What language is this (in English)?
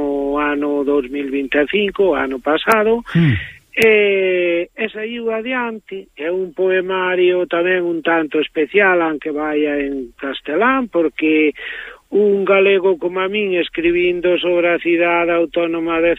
Galician